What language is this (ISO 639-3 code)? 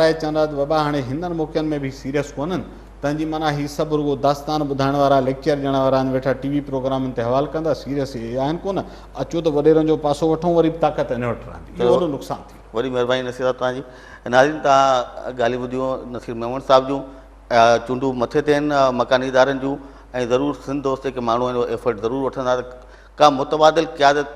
snd